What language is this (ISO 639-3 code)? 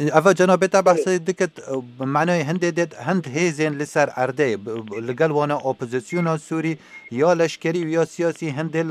kur